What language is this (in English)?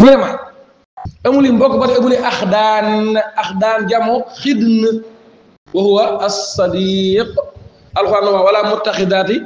Wolof